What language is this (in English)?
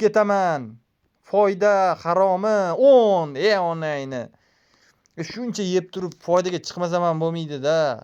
Uzbek